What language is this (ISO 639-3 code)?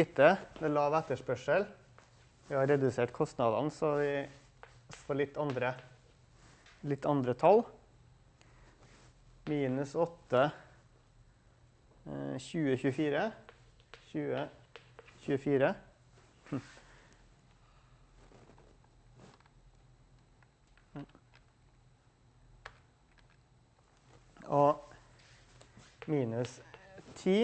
nor